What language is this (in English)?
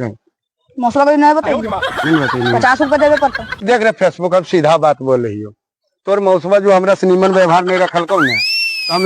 Magahi